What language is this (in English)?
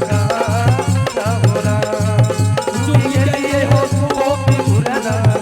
Angika